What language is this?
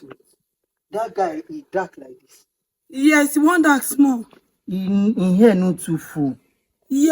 Nigerian Pidgin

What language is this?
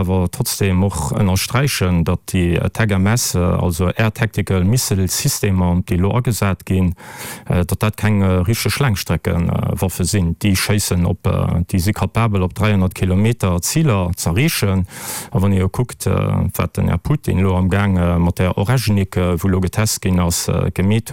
Luxembourgish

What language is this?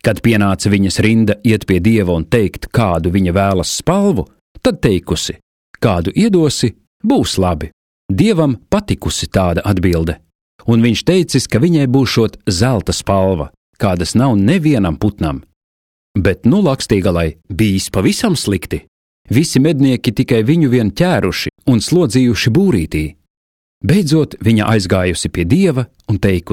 Latvian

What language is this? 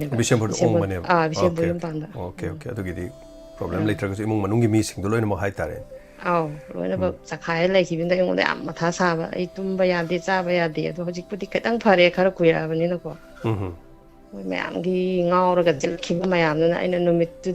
Manipuri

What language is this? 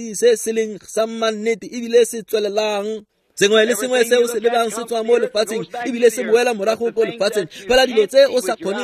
Tswana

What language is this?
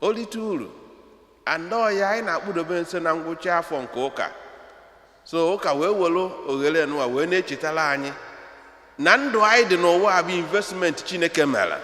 Igbo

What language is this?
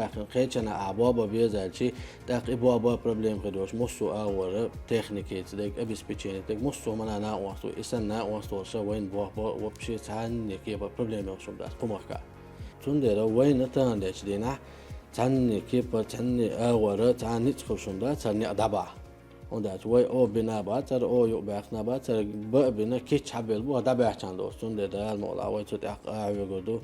Chechen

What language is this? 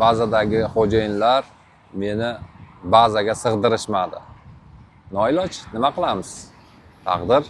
Uzbek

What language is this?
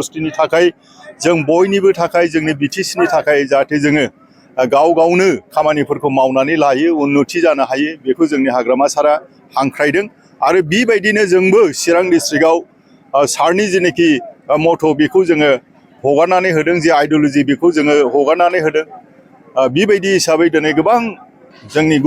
Bodo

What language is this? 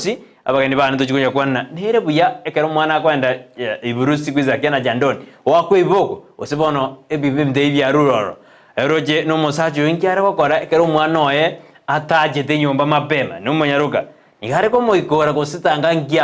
Gusii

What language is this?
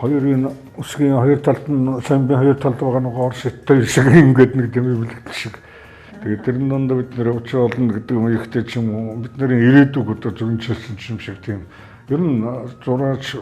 Mongolian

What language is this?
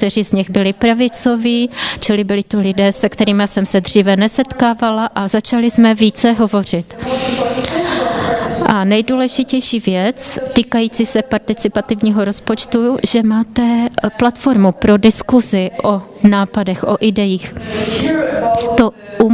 Czech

